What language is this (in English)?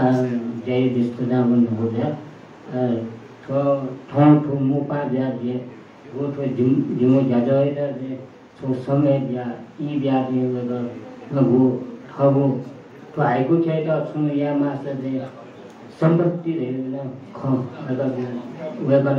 Newari